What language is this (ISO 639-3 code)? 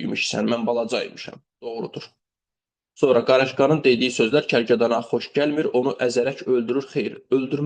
aze